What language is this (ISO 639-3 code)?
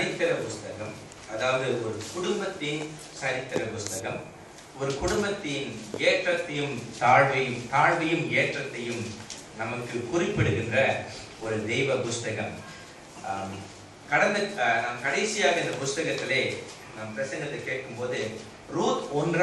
tam